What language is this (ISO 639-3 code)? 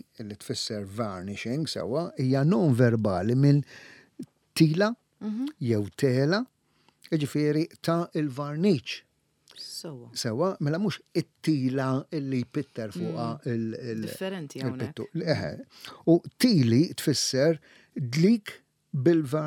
mlt